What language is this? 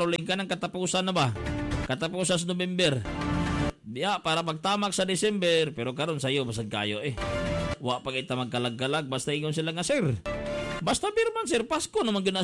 Cebuano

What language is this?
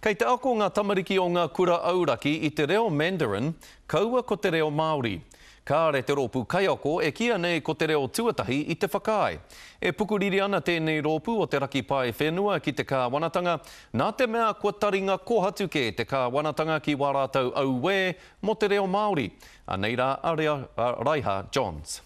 Māori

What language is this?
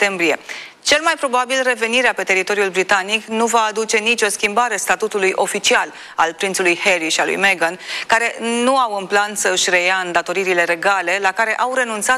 Romanian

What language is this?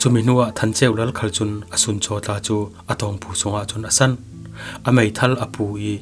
Falam Chin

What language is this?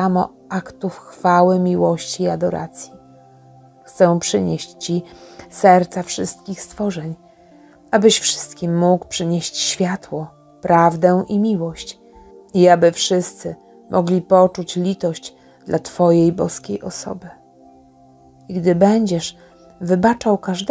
Polish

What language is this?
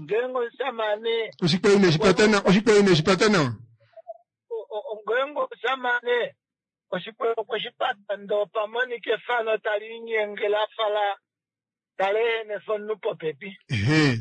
Kuanyama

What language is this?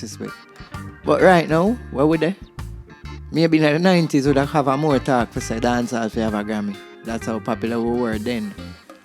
Jamaican Creole English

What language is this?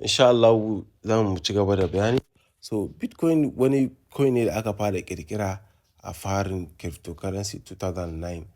Hausa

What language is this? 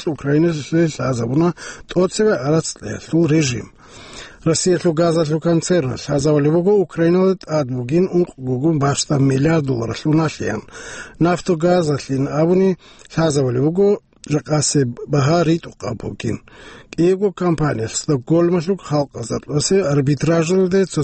Avaric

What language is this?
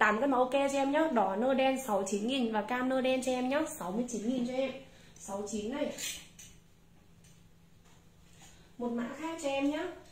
Vietnamese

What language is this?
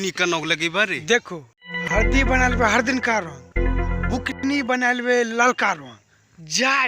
Maithili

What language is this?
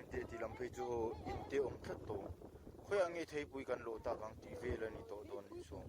Mizo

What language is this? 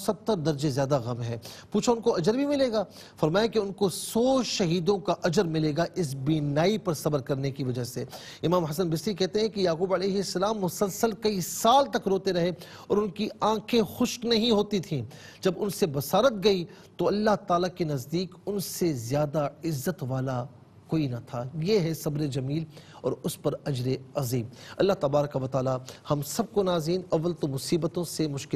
Urdu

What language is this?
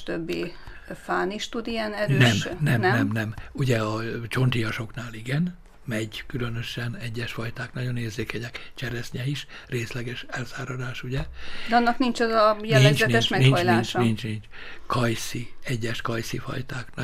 Hungarian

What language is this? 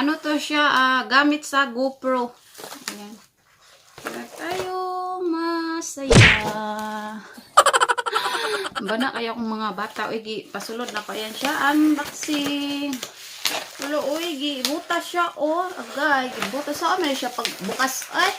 Cebuano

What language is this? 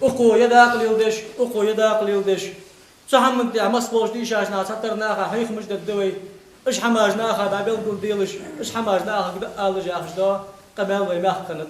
Ingush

